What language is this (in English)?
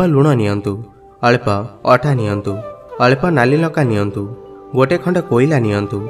Odia